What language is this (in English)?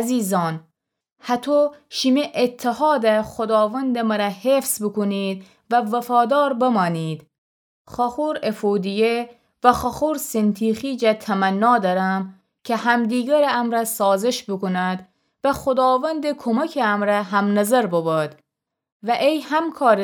Gilaki